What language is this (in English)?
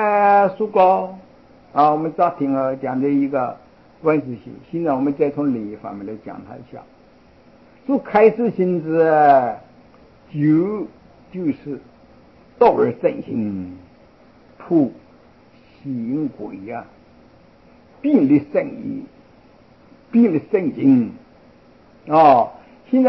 Chinese